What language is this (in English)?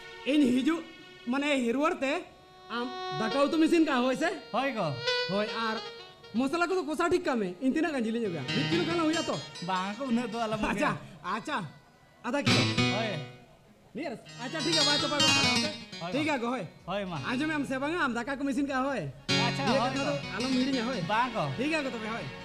Santali